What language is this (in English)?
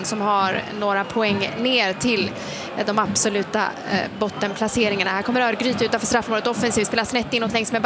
Swedish